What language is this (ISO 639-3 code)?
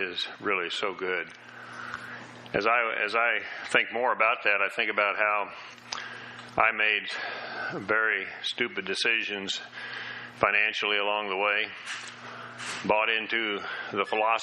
eng